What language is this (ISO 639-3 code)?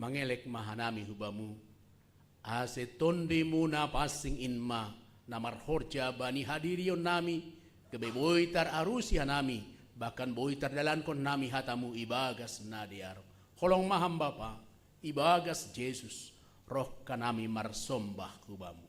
bts